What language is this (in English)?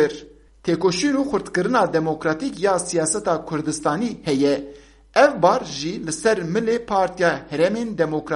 Kurdish